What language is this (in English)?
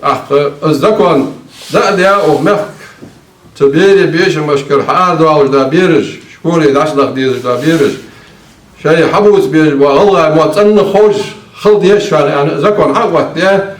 Ingush